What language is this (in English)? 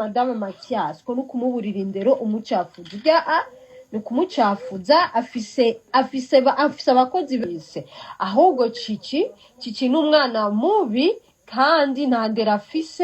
Rundi